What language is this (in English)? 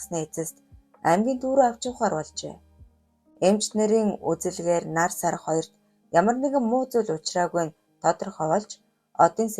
Mongolian